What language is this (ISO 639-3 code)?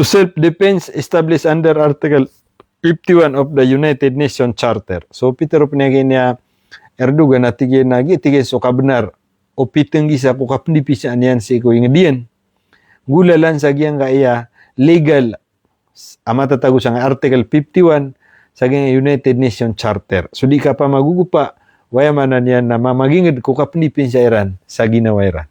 mrw